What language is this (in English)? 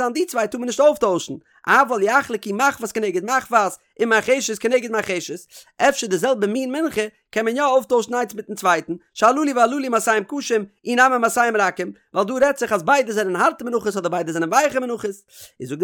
Yiddish